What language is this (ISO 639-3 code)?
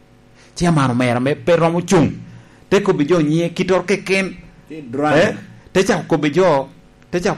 laj